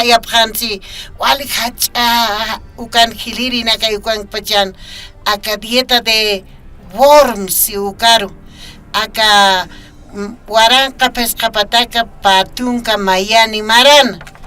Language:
Aymara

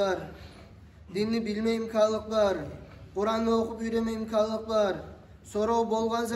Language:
Kumyk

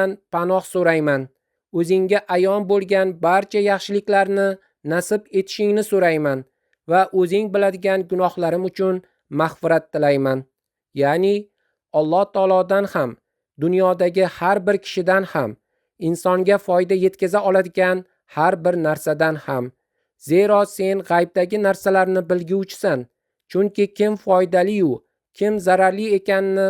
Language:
Uzbek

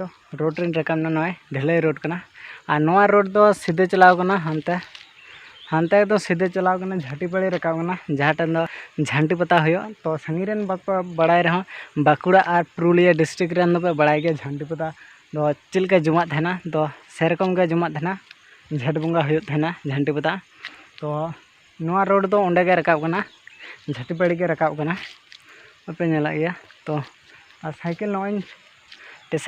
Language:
Santali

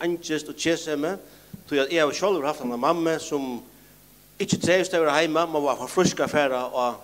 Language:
Faroese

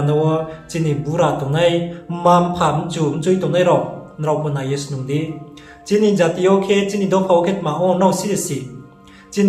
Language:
Riang (India)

